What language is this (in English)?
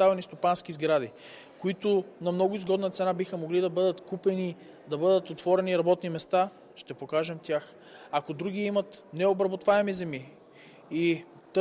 Bulgarian